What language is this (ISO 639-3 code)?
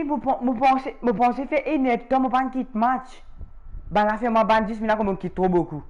mfe